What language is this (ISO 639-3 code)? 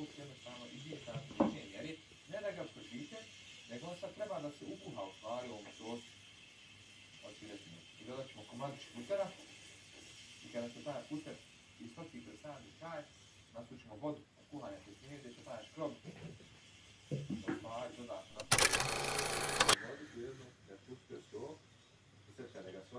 bos